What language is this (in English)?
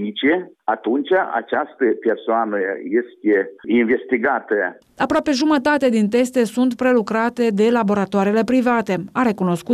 Romanian